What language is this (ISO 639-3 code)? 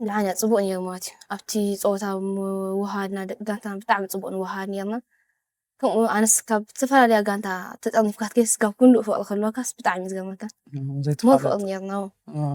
tir